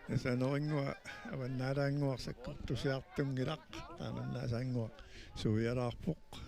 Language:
Kalaallisut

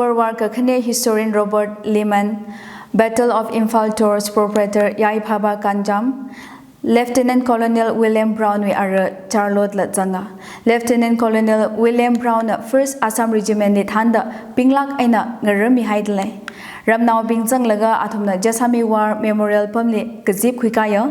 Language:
Tangkhul Naga (India)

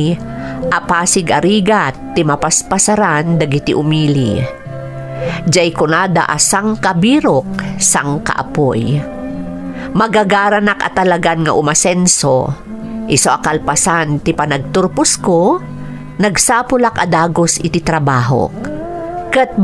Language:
Iloko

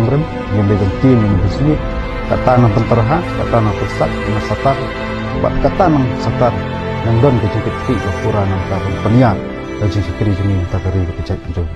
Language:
Khasi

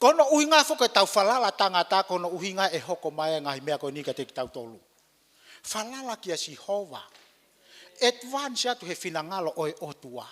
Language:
Tongan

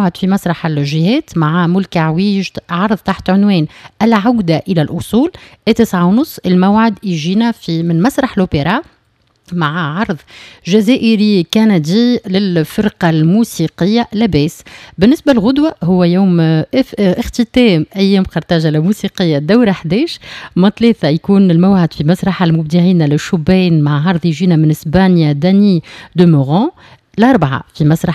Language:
Tunisian Arabic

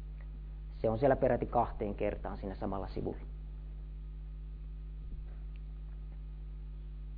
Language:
Finnish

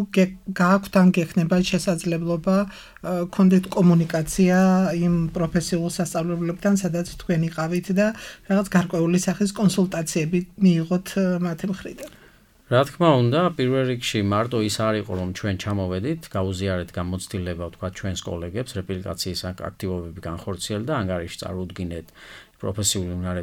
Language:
Georgian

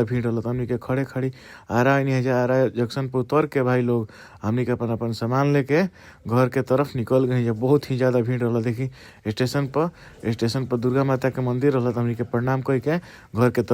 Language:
Bhojpuri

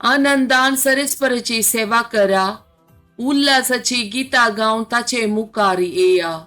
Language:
Konkani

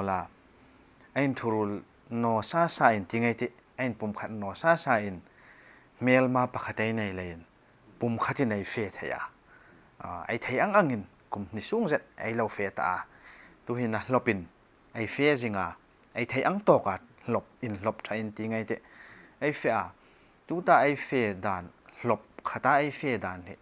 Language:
Hmar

